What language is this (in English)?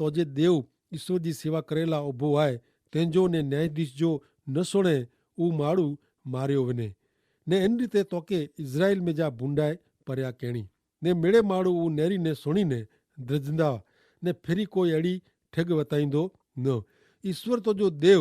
Kachhi